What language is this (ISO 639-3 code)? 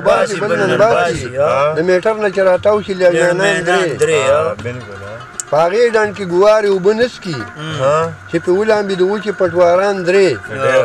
pus